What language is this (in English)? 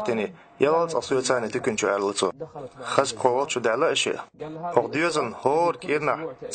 Chechen